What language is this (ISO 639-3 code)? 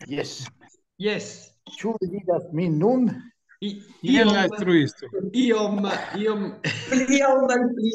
epo